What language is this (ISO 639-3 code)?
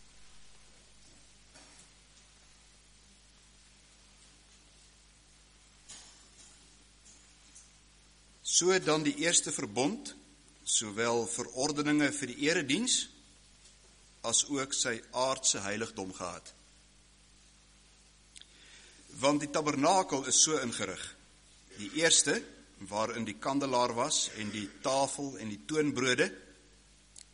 afr